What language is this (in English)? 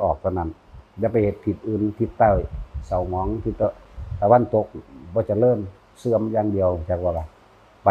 Northeastern Thai